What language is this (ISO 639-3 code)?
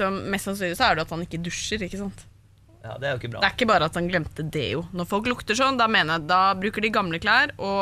nor